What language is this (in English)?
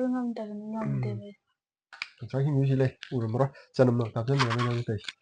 Manipuri